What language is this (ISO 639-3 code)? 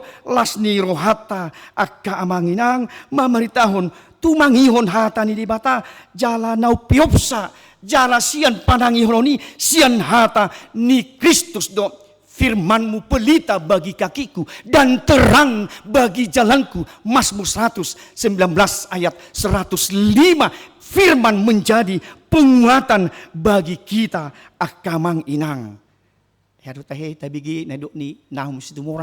bbc